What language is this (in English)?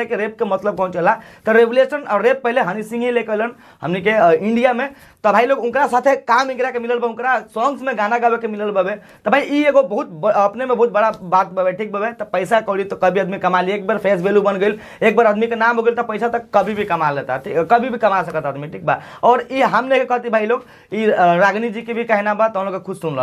Bhojpuri